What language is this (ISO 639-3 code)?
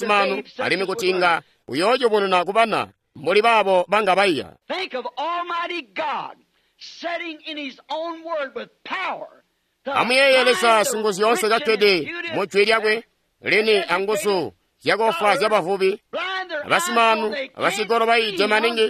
toi